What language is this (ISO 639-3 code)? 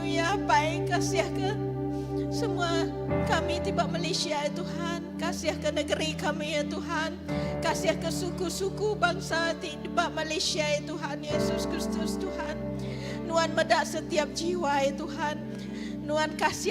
iba